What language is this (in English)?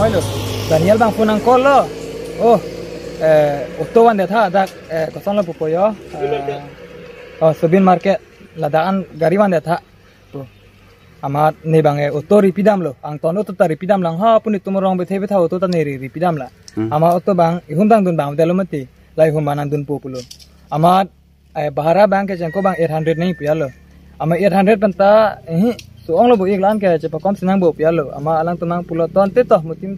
Karbi